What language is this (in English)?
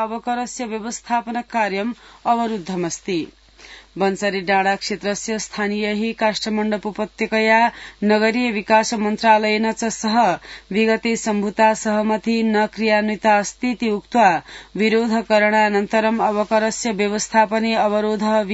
Sanskrit